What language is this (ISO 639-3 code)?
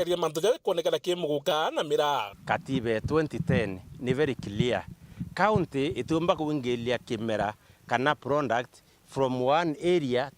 mer